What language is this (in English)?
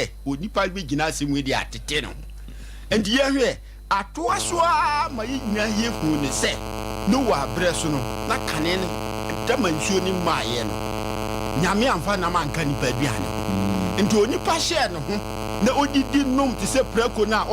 Akan